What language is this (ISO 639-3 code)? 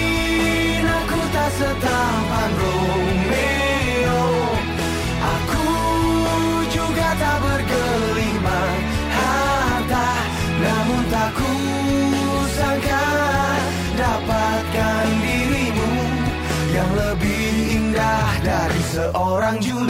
ind